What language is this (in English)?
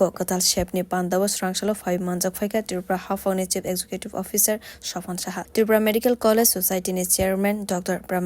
Kok Borok